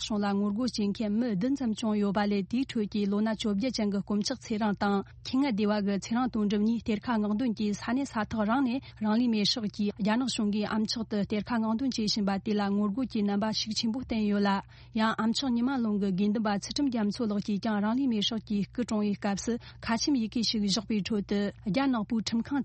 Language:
Tibetan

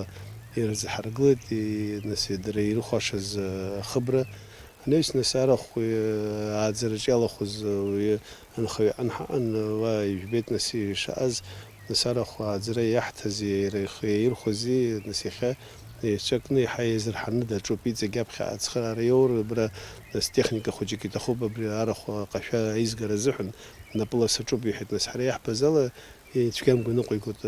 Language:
Abkhazian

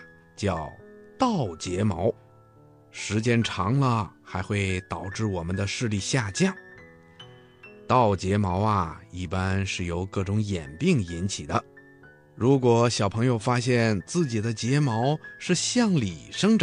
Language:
Chinese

